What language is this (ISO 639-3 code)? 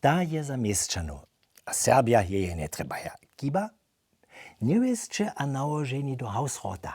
hsb